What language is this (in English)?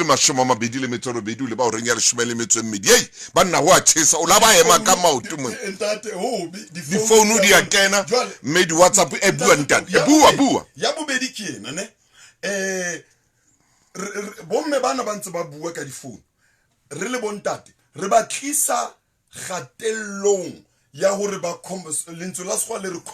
Southern Sotho